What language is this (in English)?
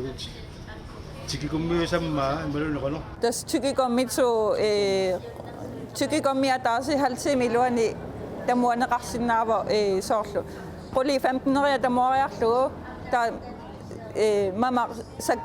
Kalaallisut